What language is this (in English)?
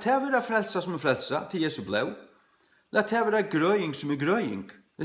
Faroese